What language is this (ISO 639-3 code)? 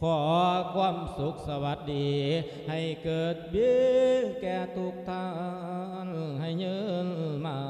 lao